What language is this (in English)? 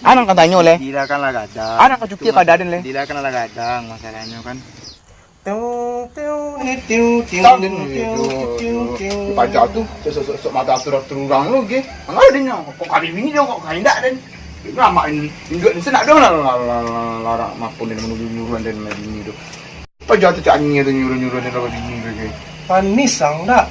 Minangkabau